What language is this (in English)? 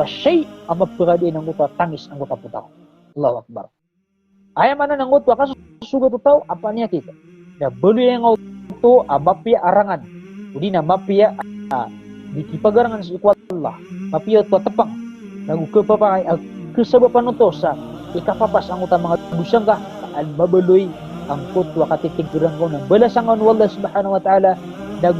Maranao